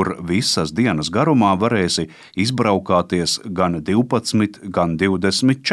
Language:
Latvian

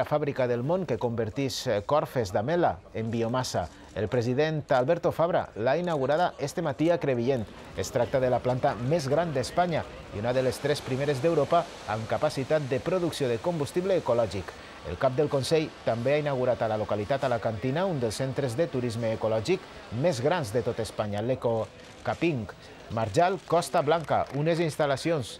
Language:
Catalan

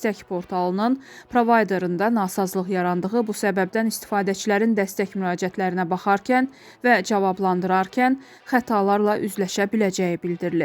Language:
Azerbaijani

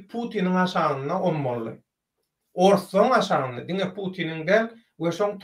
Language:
Turkmen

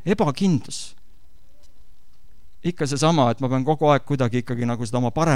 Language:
Estonian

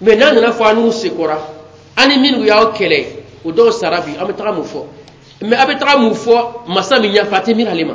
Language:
Bambara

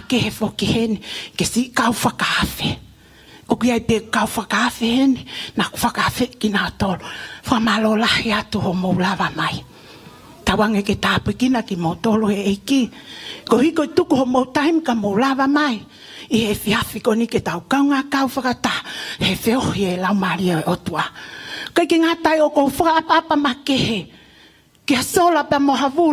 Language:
Tongan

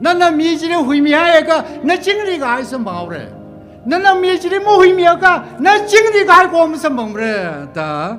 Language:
Tangkhul Naga (India)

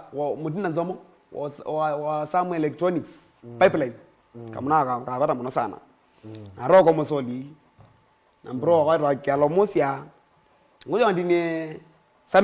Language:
Kamba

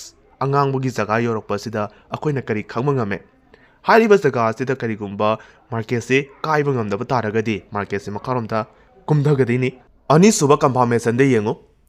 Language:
Manipuri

